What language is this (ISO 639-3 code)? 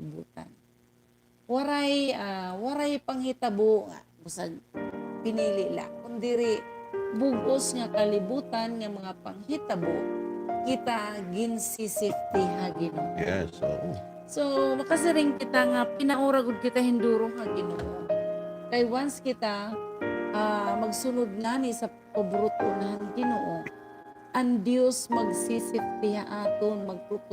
war